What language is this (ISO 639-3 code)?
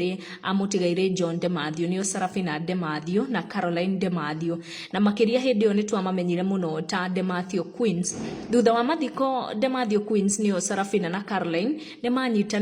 kik